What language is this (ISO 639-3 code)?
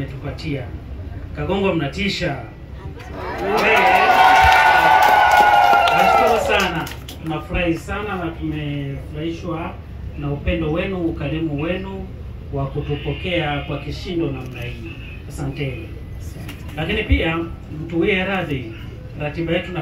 swa